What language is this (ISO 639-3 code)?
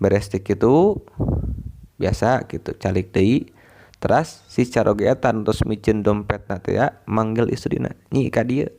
sun